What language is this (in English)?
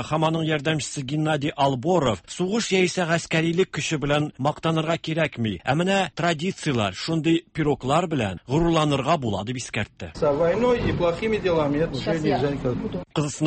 Tatar